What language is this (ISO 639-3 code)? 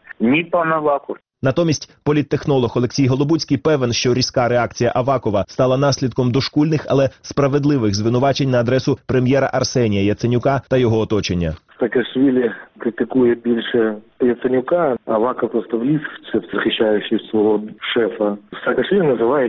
ukr